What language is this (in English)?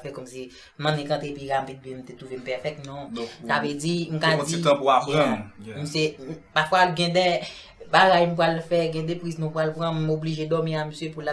Haitian Creole